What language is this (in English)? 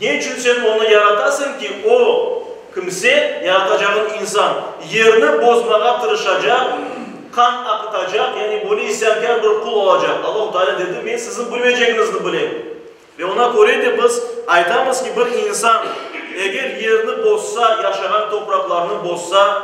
Crimean Tatar